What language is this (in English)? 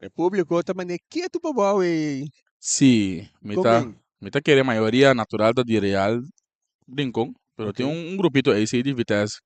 Papiamento